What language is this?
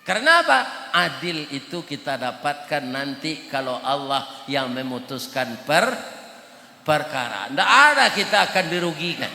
Minangkabau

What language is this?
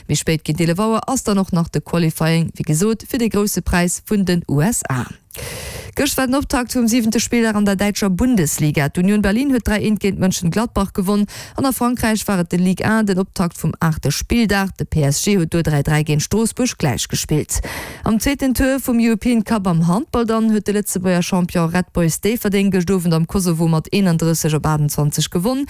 Luxembourgish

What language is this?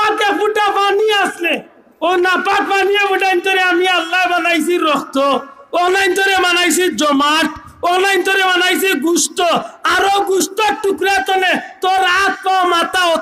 Sylheti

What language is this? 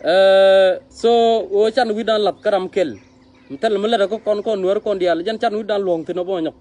Nuer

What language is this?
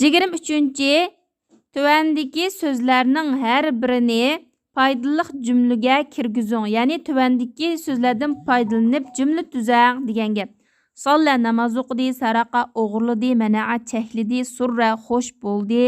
Uyghur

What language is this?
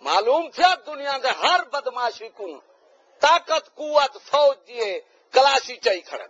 Saraiki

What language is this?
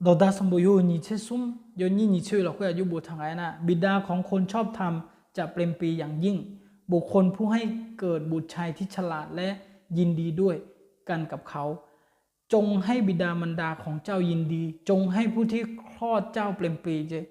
Akha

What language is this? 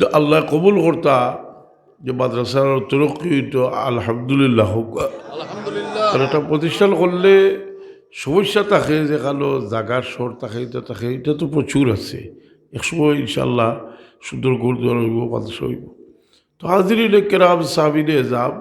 Sylheti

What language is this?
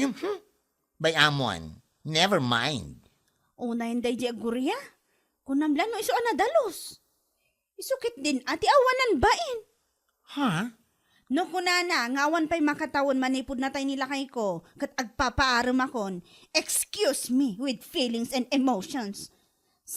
Iloko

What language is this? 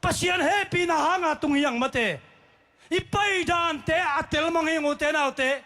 Tedim Chin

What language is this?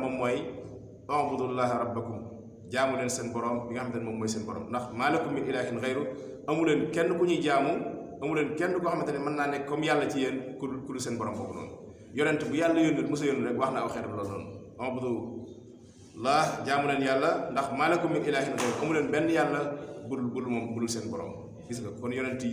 Wolof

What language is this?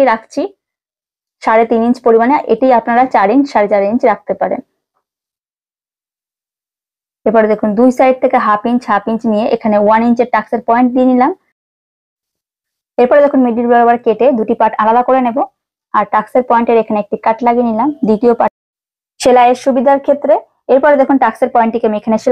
Bangla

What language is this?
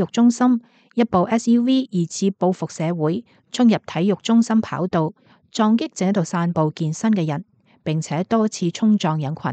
Cantonese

